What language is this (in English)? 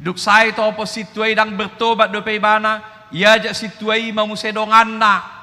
Batak Toba